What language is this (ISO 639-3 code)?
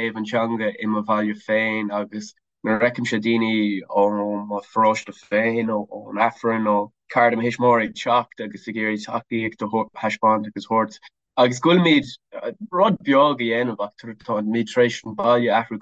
gle